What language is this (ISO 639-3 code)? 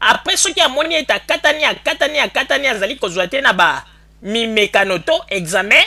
lin